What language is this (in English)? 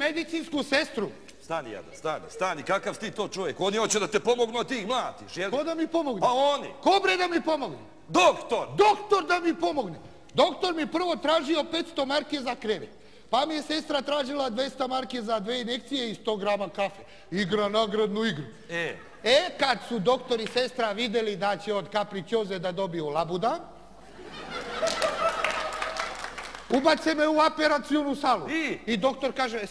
Bosnian